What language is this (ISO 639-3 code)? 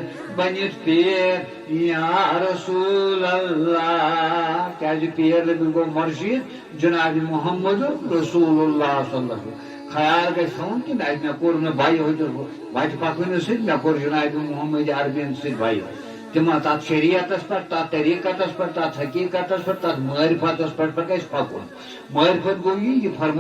kas